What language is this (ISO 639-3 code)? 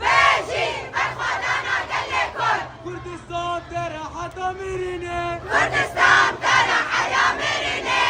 kur